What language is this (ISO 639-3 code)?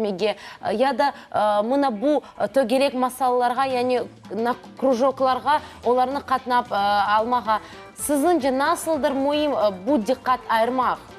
crh